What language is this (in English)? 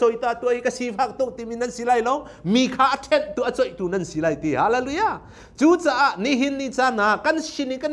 Hakha Chin